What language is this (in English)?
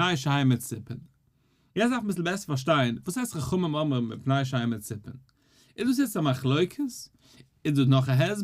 Yiddish